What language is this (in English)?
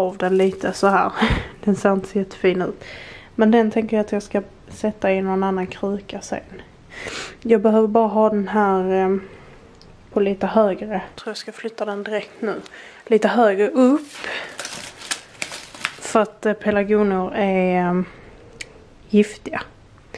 Swedish